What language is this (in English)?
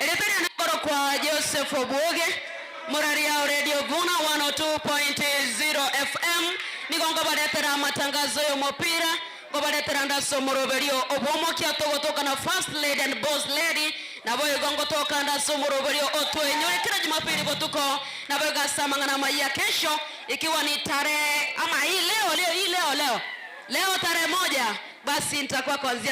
Gusii